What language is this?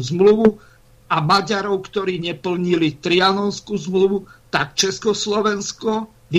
Slovak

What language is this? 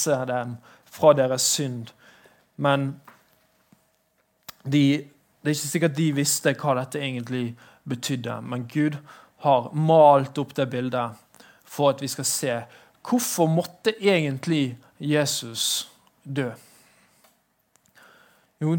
Norwegian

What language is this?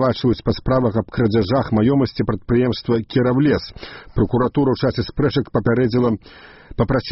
Belarusian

